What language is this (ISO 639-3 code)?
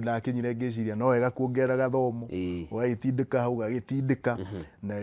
kik